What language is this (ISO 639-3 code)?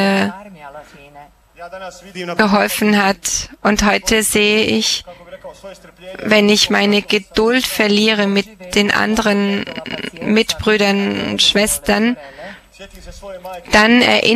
deu